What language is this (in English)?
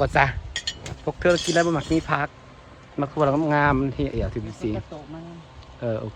Northeastern Thai